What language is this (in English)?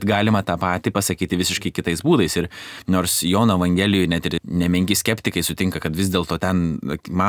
Lithuanian